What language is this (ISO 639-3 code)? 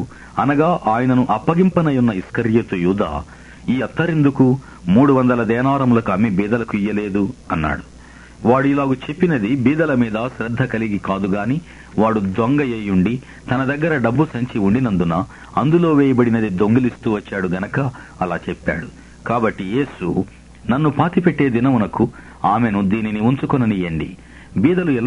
tel